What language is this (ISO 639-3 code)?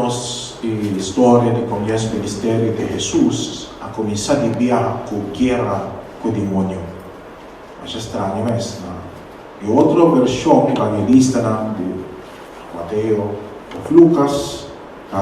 pap